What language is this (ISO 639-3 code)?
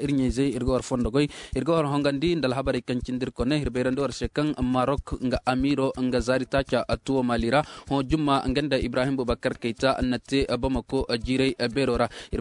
dje